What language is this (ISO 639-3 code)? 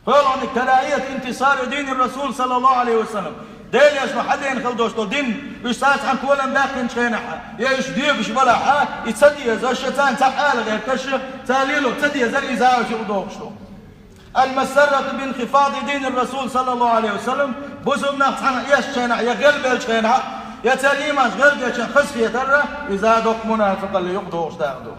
che